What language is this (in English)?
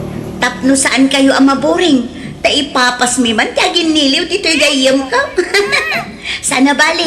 Iloko